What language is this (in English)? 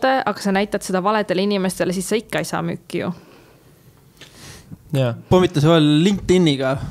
Estonian